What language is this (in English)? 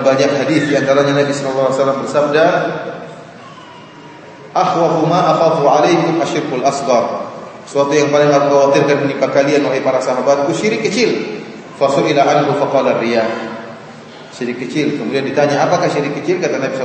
Indonesian